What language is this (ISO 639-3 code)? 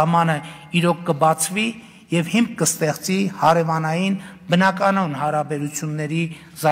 hye